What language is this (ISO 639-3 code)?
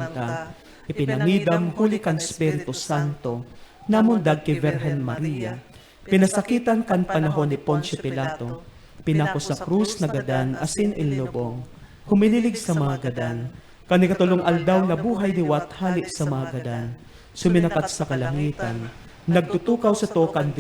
bik